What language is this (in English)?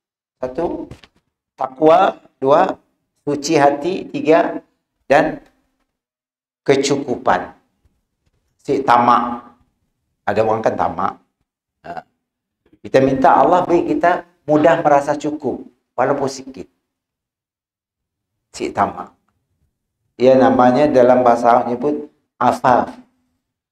Malay